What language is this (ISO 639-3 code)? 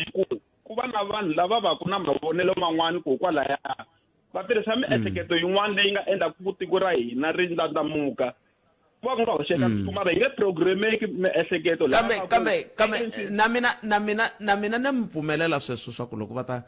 tso